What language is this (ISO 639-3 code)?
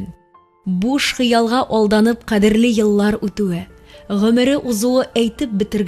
tat